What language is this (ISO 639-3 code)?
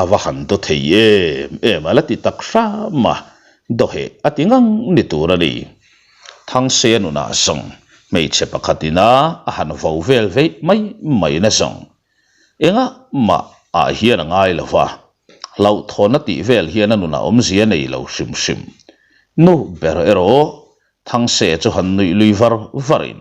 lus